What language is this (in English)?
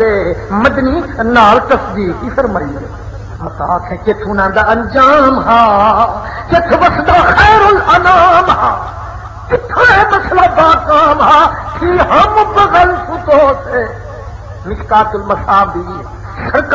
Saraiki